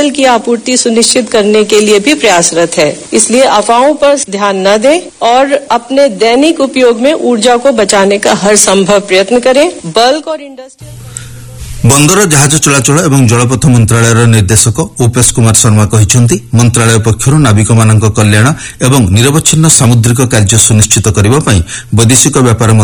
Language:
Odia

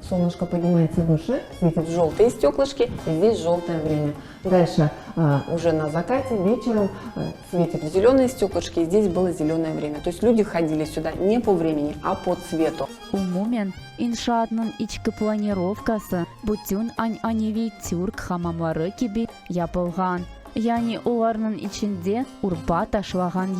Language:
Crimean Tatar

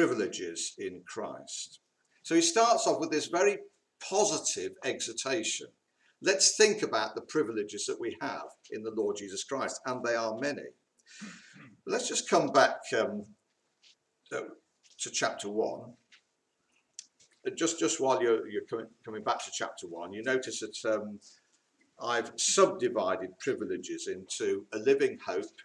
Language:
English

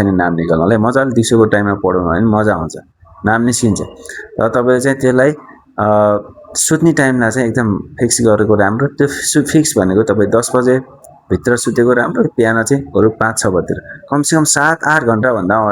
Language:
Nepali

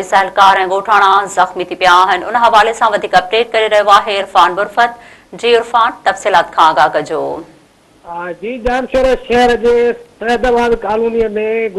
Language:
Sindhi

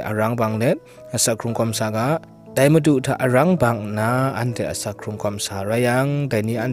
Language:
Kachin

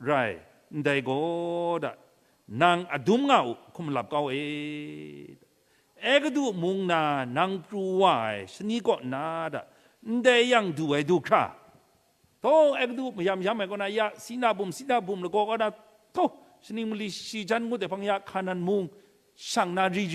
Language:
Kachin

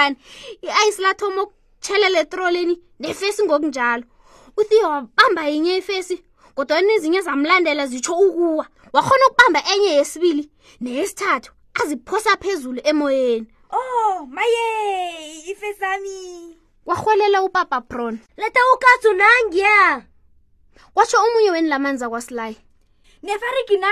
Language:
South Ndebele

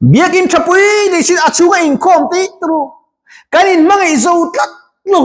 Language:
Mizo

